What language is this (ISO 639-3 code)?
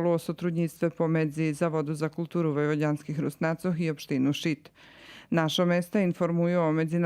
rue